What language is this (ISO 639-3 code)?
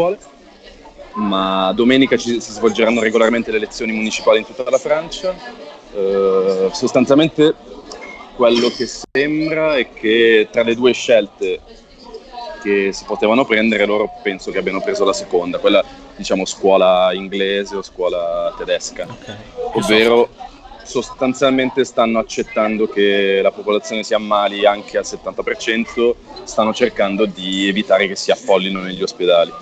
ita